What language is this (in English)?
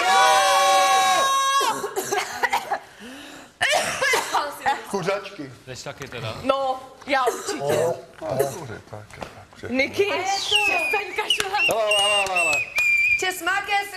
Czech